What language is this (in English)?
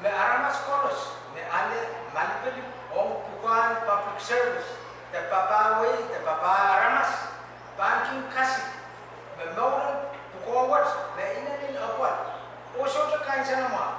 Pohnpeian